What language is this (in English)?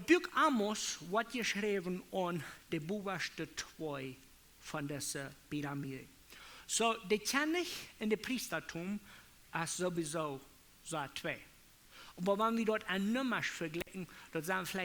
Plautdietsch